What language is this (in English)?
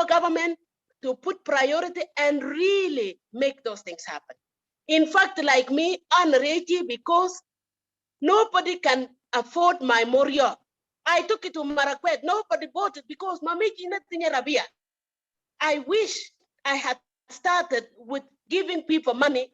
Kalenjin